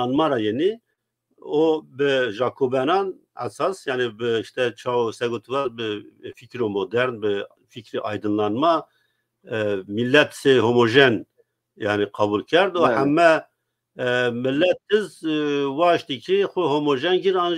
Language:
Zaza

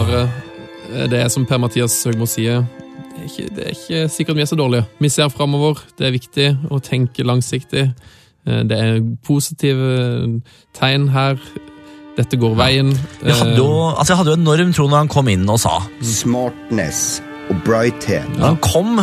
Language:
Norwegian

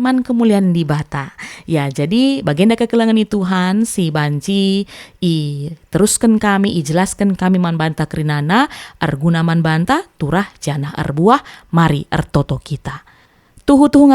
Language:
Batak Karo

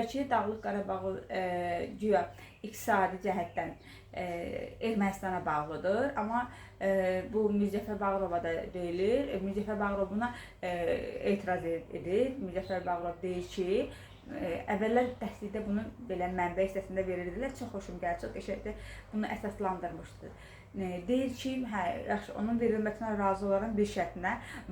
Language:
Azerbaijani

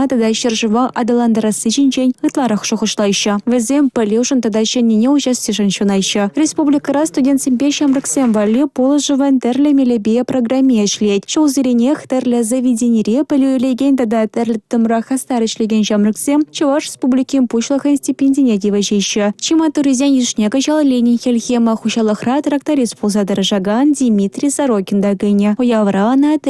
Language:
Chuvash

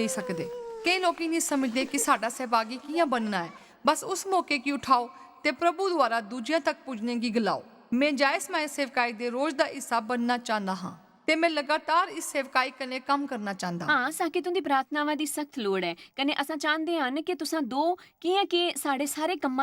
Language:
Dogri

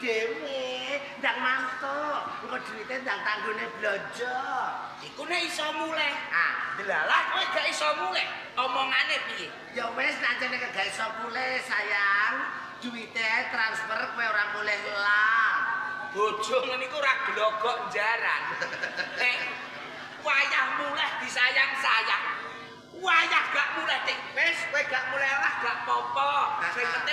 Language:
Javanese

